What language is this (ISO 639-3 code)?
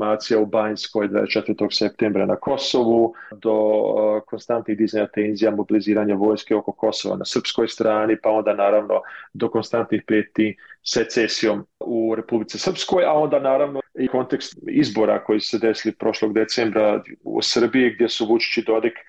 bos